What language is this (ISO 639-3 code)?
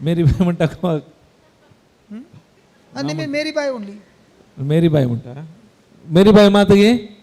kok